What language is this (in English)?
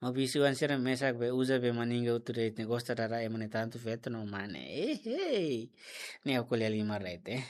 Tetum